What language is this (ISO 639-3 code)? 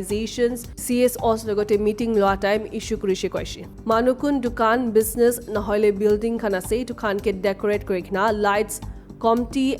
nag